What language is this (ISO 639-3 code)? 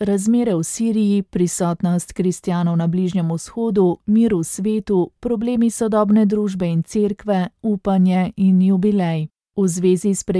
slv